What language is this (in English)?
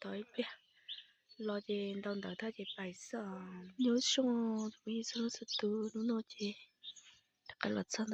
Hmong